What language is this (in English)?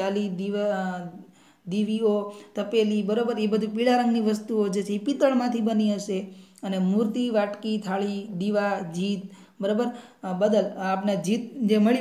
Gujarati